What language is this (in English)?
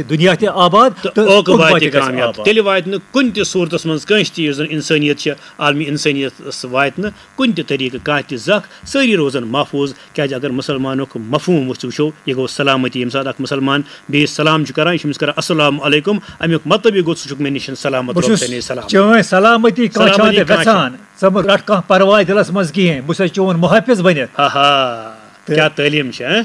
Kashmiri